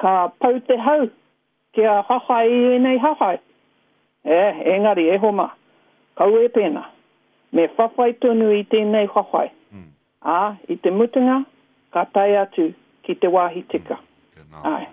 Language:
Māori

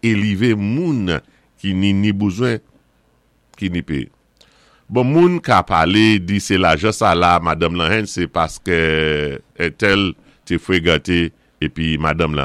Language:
Saint Lucian Creole French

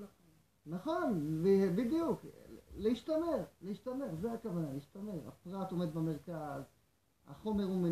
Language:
Hebrew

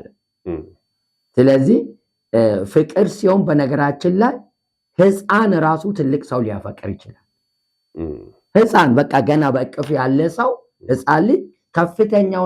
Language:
Amharic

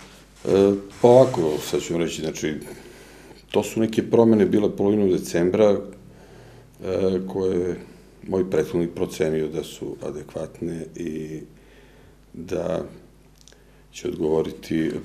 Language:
Serbian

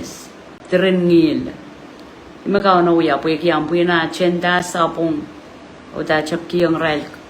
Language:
Pohnpeian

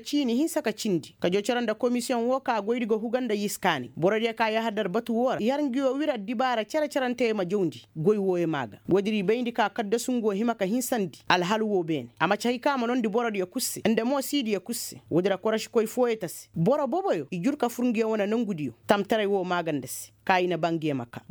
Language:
Koyraboro Senni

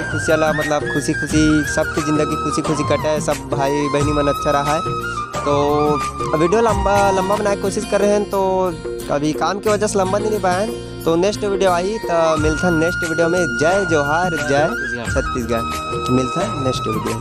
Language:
Chhattisgarhi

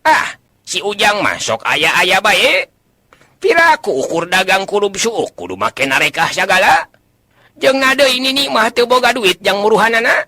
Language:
Sundanese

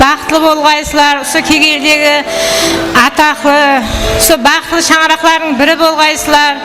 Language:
Kara-Kalpak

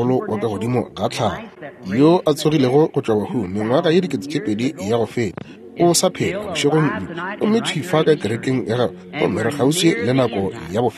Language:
Northern Sotho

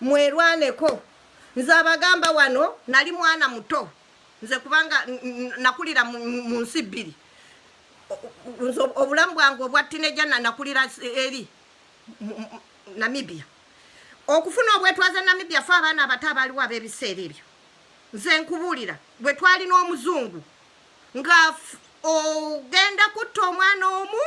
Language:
Ganda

